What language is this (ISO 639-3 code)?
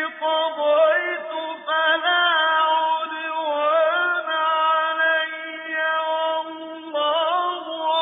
ara